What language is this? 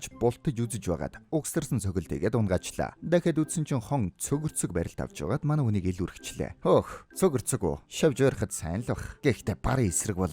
Mongolian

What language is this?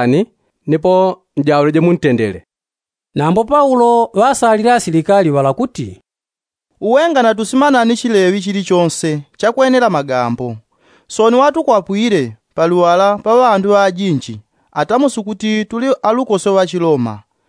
Yao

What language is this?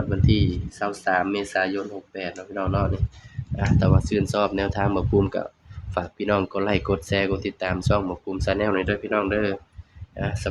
Northeastern Thai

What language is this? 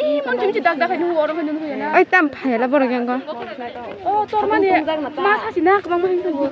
Kok Borok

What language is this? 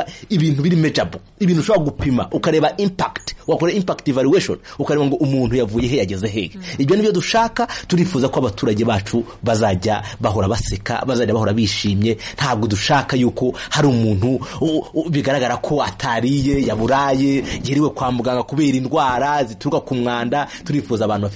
Kinyarwanda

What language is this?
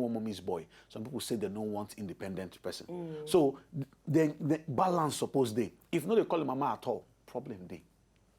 Nigerian Pidgin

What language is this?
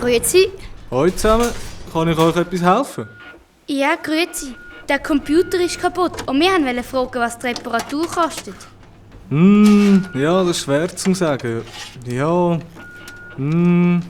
Swiss German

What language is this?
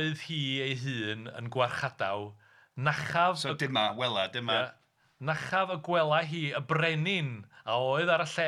Welsh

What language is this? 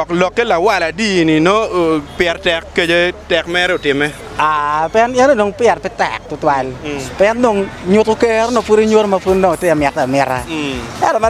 Acoli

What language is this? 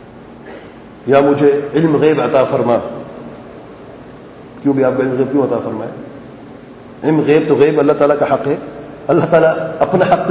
Urdu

